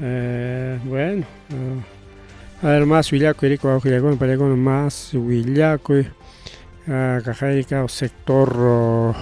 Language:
Ayacucho Quechua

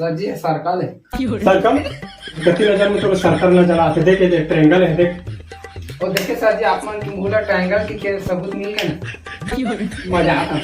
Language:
Chhattisgarhi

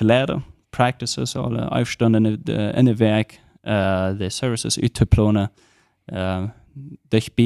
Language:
Plautdietsch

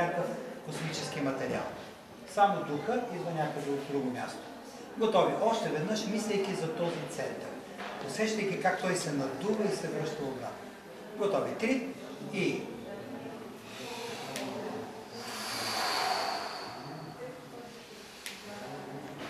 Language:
Bulgarian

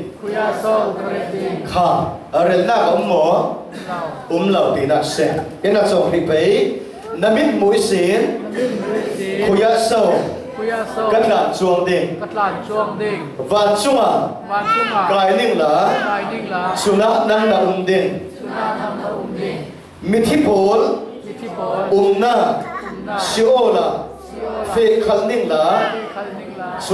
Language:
Falam Chin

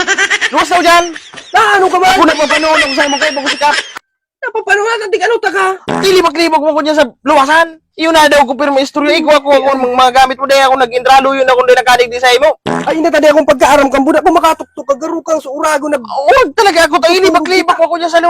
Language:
Bikol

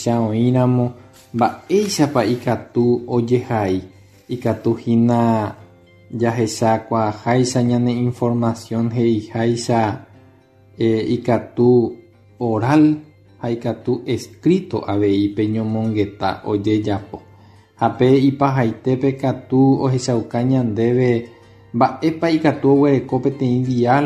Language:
Guarani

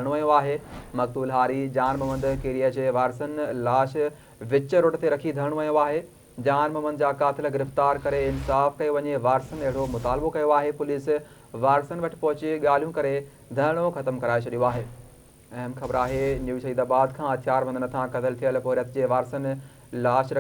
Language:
Sindhi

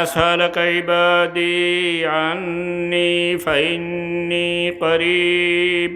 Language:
Sylheti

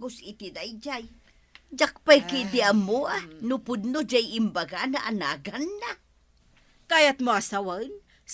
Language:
Iloko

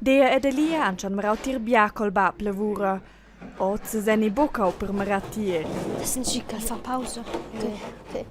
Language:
Romansh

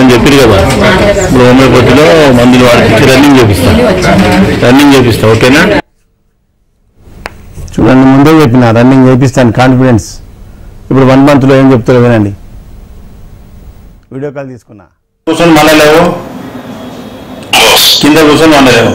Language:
Telugu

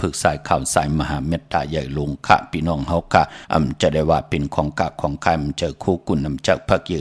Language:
Shan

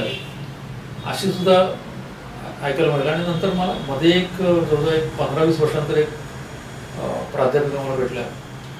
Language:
Marathi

